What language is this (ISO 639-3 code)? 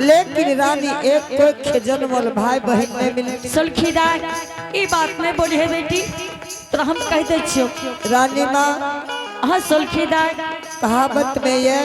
anp